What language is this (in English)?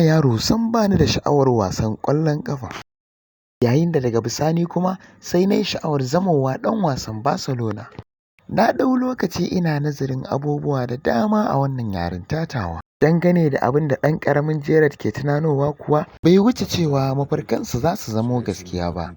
Hausa